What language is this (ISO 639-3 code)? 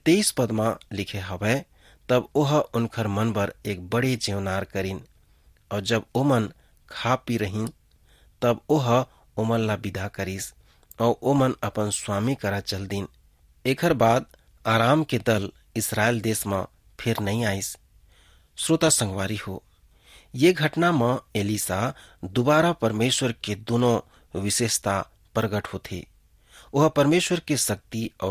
hne